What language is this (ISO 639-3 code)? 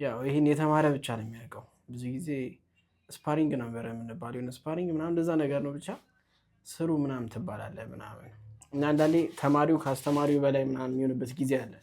amh